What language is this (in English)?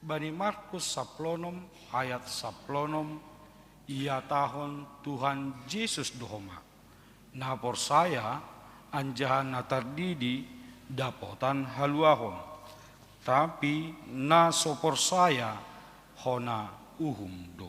Batak Simalungun